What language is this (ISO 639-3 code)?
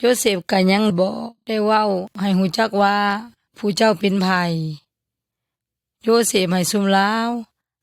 yoy